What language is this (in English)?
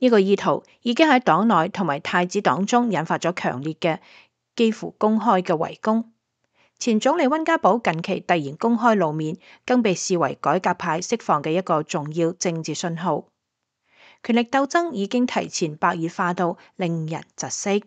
Cantonese